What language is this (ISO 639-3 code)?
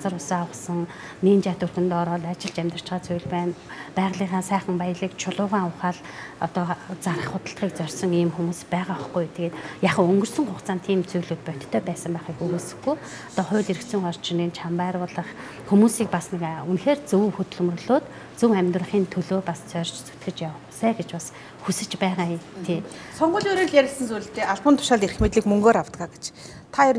mon